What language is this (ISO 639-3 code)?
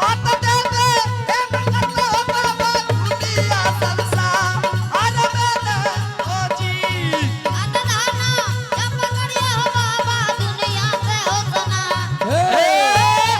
anp